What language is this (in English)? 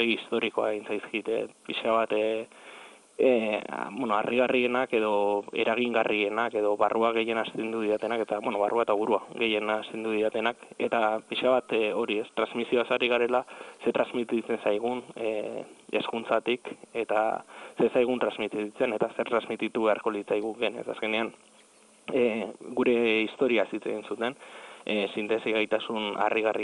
Basque